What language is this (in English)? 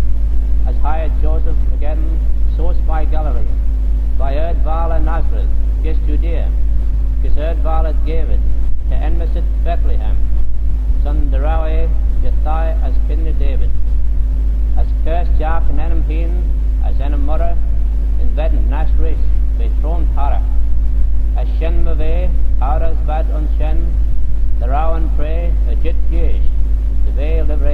Manx